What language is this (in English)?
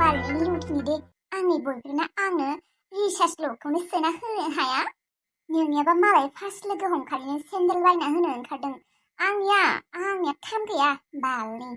Bodo